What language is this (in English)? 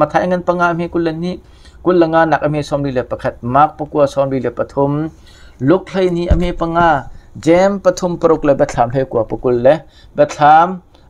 Hakha Chin